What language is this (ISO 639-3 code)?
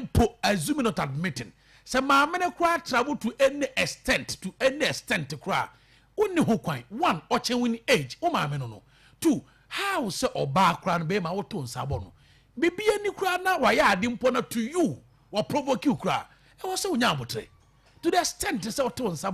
aka